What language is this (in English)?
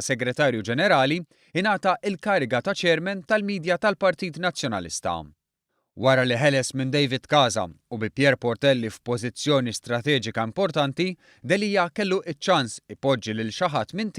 Maltese